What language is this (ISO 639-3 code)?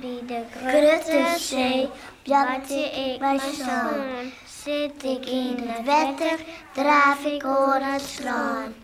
fry